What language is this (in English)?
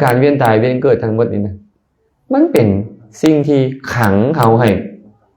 Lao